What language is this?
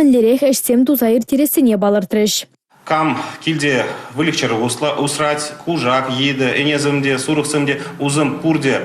Chuvash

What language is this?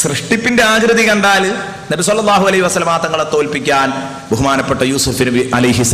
Malayalam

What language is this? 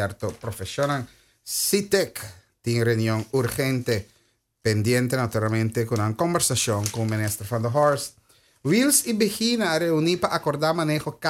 Papiamento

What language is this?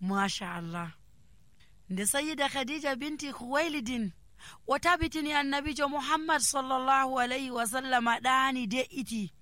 Nigerian Fulfulde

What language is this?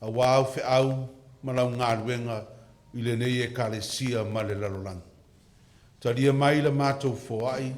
Samoan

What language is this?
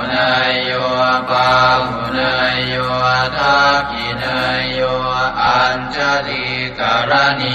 Pali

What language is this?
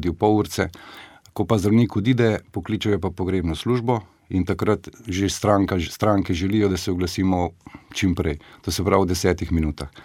Slovenian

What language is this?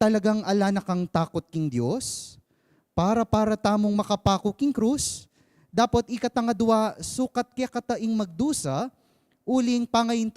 Pampanga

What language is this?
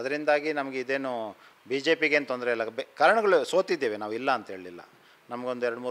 Kannada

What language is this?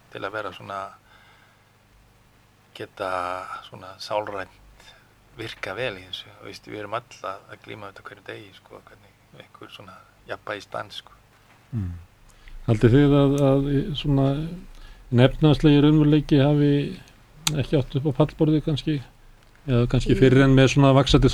Icelandic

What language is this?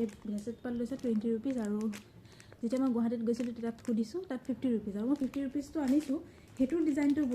Assamese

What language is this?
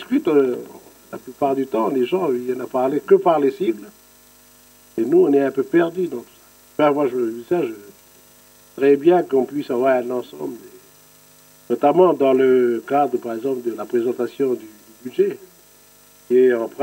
French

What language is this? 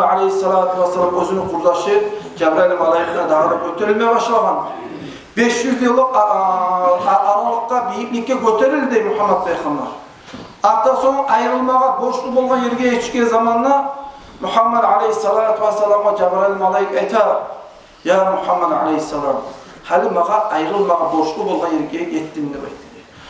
Kumyk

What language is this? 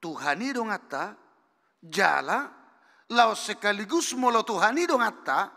Batak Toba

